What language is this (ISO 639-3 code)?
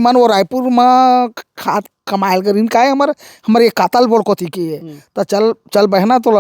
hne